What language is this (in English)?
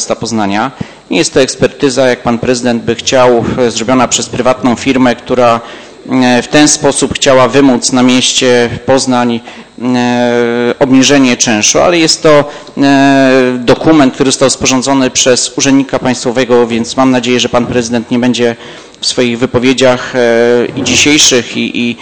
Polish